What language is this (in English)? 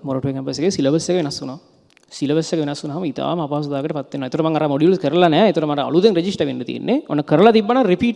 Sinhala